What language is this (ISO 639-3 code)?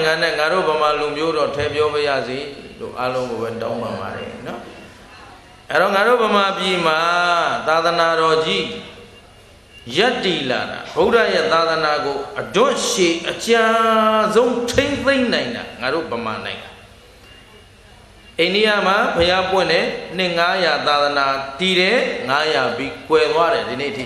mya